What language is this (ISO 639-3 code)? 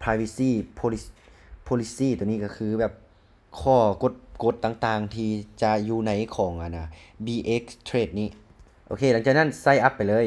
lao